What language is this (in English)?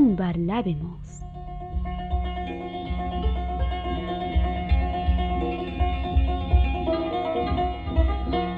Persian